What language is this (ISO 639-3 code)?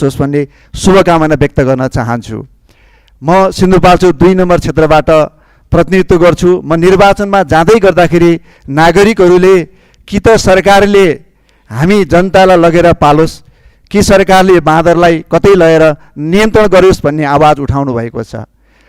nep